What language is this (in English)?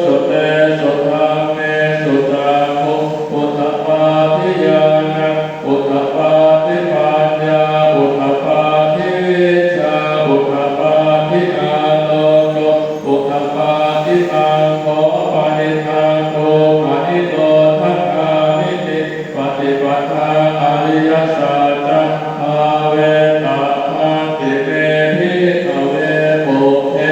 Pali